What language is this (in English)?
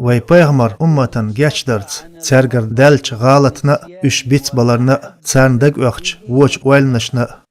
Chechen